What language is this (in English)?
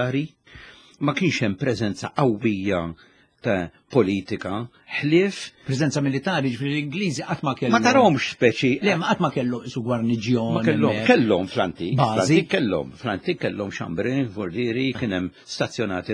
Maltese